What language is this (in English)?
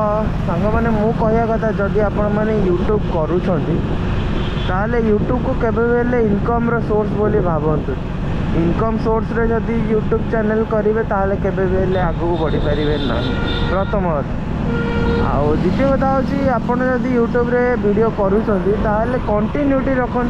Odia